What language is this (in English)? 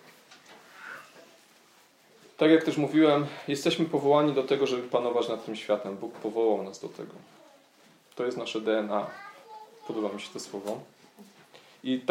Polish